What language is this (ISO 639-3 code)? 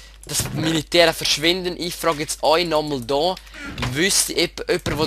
gsw